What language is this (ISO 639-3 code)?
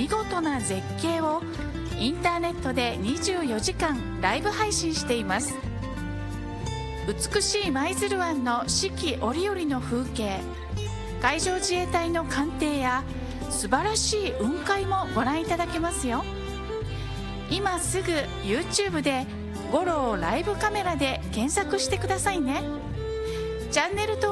jpn